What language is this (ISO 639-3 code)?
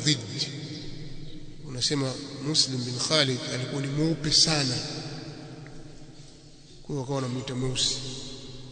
swa